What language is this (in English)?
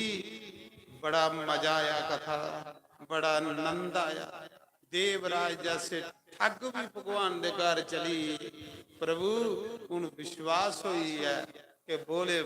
Dogri